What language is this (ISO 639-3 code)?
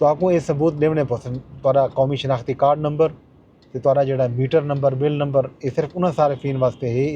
skr